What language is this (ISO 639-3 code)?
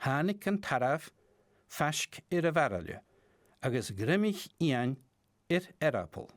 gla